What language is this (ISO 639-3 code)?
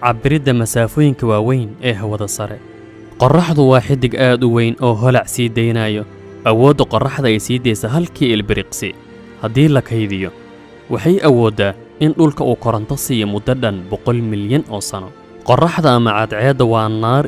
som